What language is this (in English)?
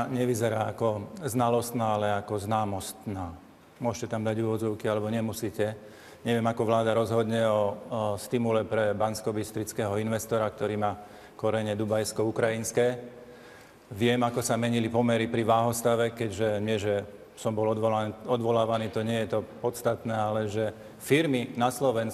Slovak